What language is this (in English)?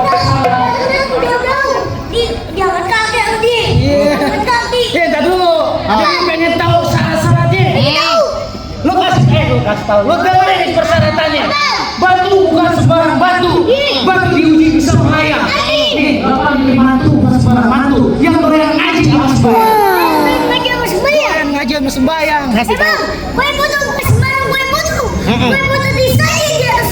Betawi